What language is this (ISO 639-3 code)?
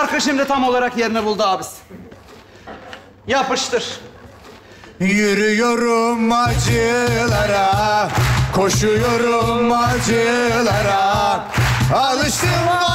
tur